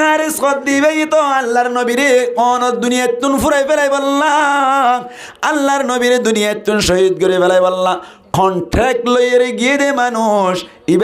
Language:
Rohingya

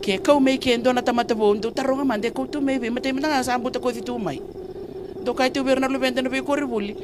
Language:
Fijian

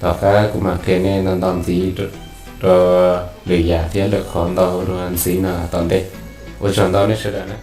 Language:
Hmong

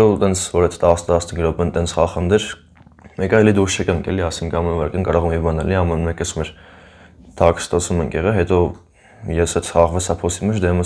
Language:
Armenian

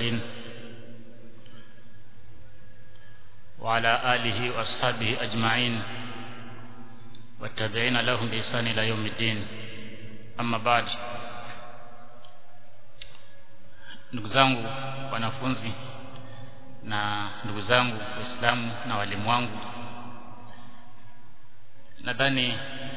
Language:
Swahili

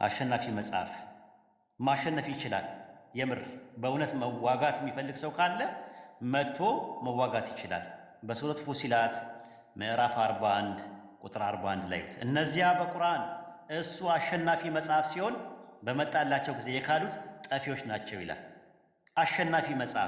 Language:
Amharic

